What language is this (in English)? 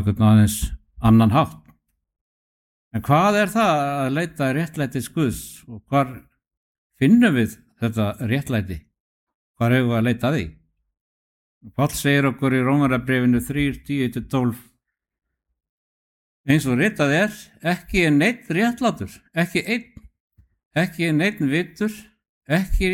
Icelandic